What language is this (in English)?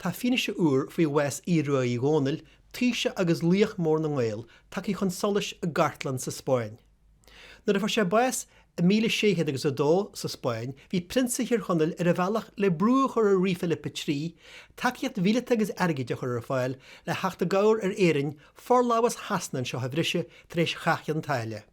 Irish